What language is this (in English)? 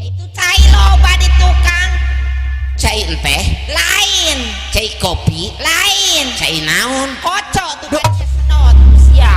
Sundanese